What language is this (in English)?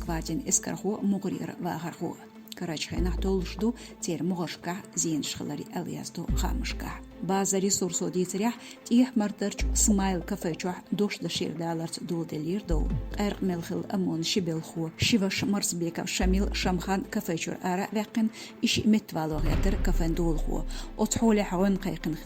Chechen